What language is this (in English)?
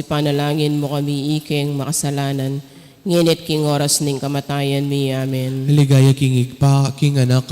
Pampanga